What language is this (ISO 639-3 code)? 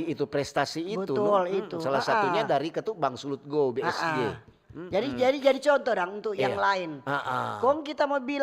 xmm